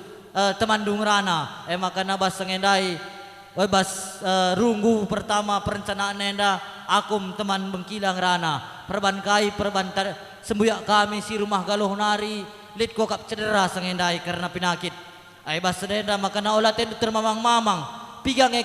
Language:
Batak Karo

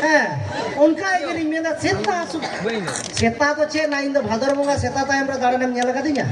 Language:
Santali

